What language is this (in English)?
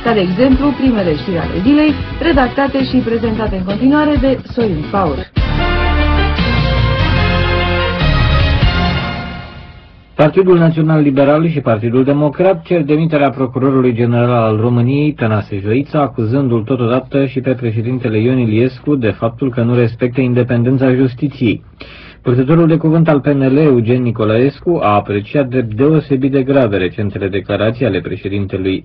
Romanian